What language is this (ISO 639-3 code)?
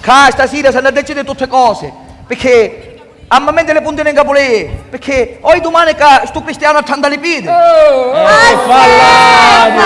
scn